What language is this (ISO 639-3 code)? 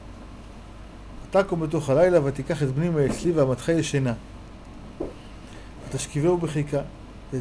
heb